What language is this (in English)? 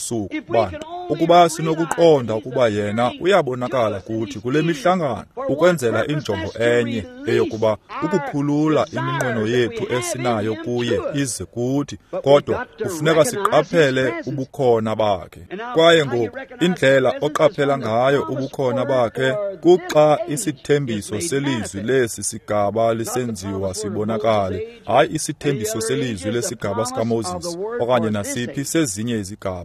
Xhosa